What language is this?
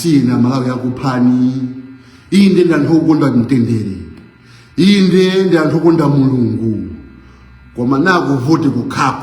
Nyanja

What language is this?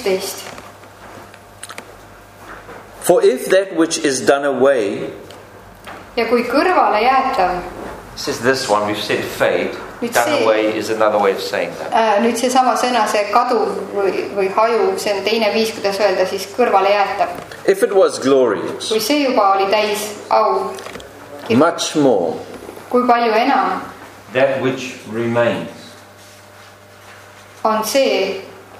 Estonian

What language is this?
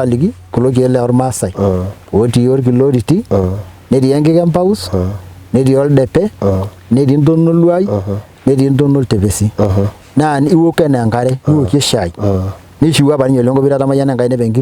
Masai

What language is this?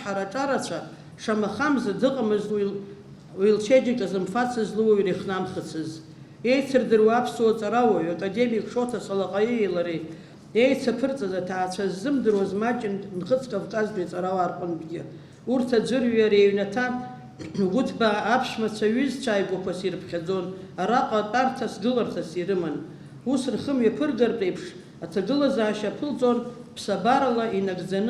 Abkhazian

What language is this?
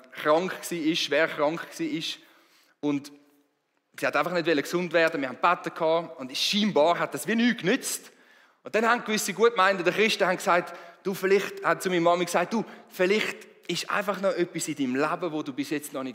Swiss German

